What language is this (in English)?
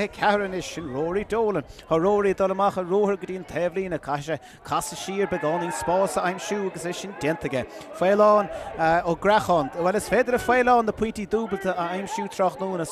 Irish